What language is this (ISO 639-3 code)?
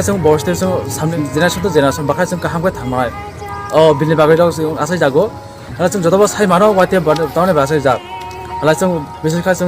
trp